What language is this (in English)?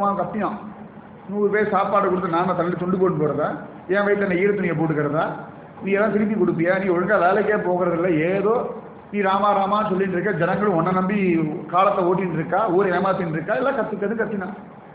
Tamil